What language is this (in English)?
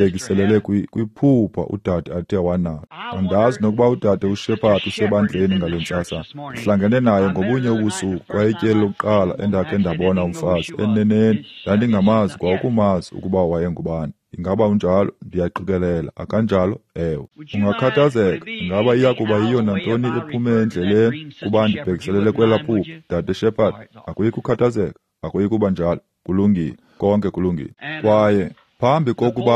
Xhosa